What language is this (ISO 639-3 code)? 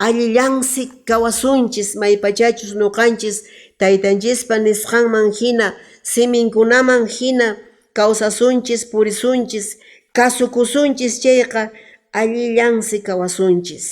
que